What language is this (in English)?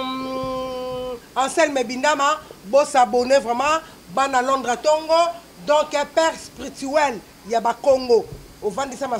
Lingala